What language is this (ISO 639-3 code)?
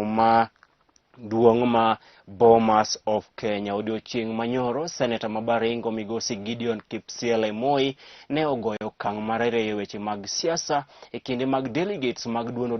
luo